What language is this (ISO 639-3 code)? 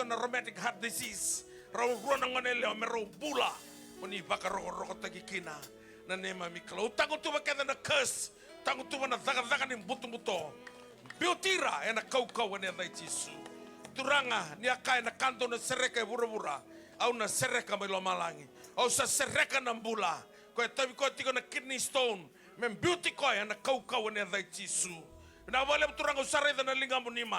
fij